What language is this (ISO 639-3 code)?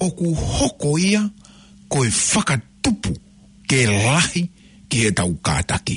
ton